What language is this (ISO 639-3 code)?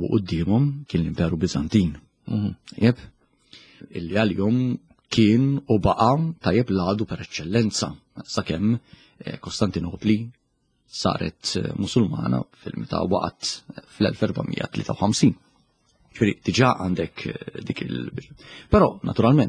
mlt